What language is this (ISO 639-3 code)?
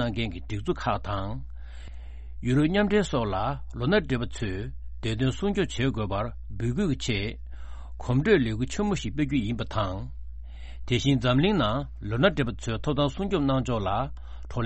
bod